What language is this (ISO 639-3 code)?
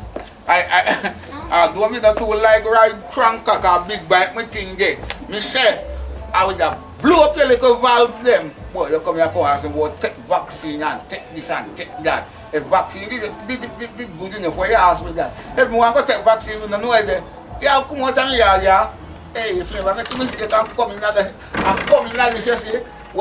jam